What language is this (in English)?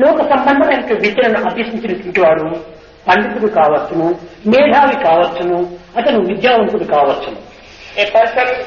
Telugu